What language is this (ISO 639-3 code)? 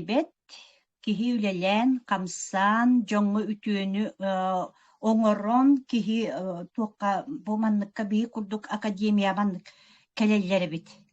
sah